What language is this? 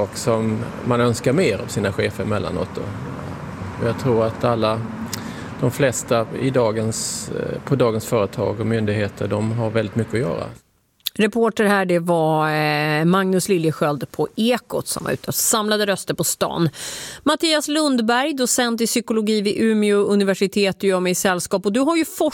Swedish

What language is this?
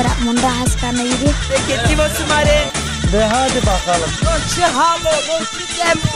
Zaza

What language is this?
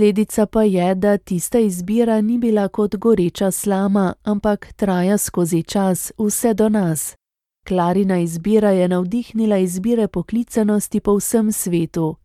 Slovenian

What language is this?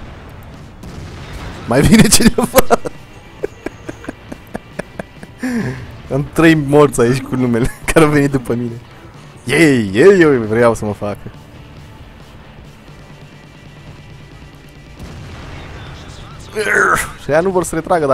Romanian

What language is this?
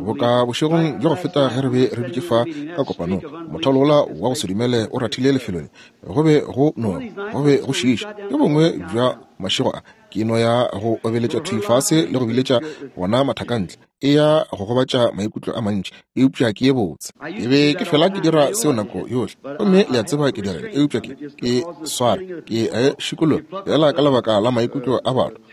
Northern Sotho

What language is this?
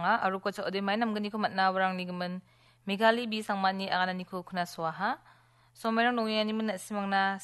Garo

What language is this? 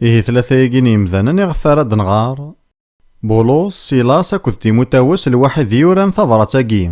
Kabyle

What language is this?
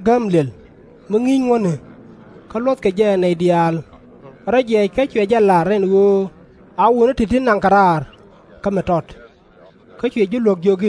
Nuer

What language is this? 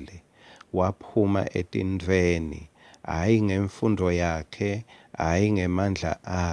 Swati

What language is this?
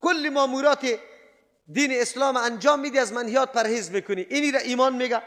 Persian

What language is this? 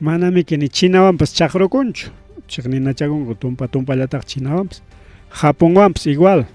Ayacucho Quechua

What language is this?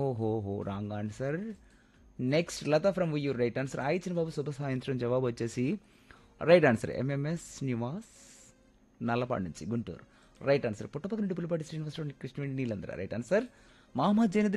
Telugu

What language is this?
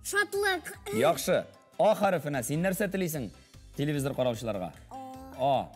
Tatar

